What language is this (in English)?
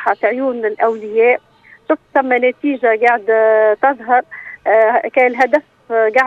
Tunisian Arabic